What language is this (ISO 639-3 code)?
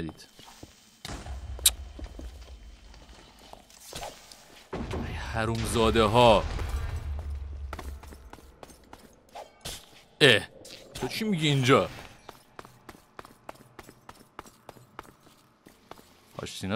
fas